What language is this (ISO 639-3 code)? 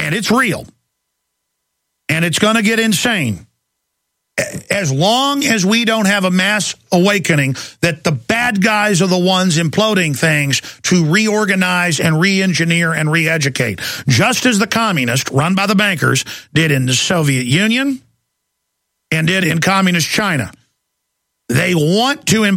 eng